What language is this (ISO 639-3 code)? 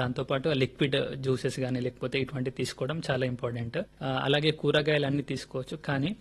tel